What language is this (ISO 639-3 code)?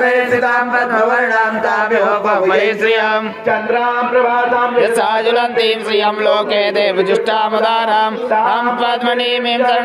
san